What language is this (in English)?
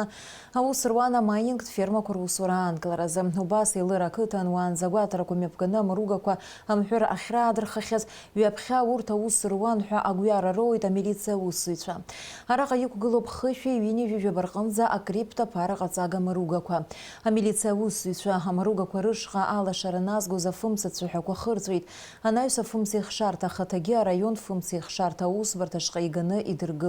Abkhazian